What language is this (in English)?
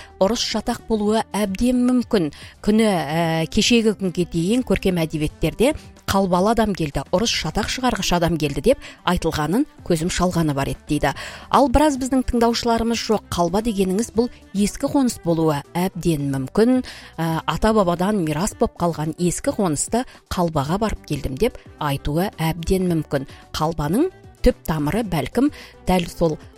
Kazakh